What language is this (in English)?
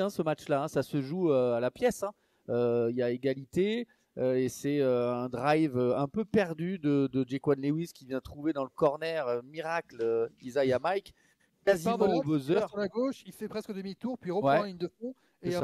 French